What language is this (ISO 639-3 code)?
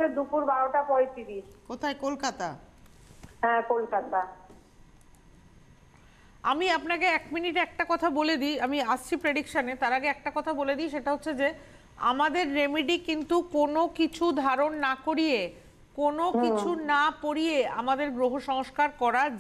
ben